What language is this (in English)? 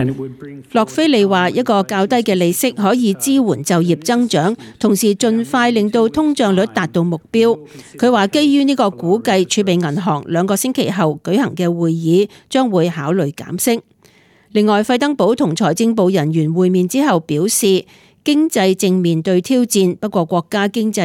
Cantonese